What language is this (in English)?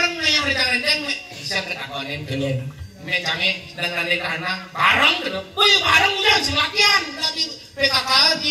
Balinese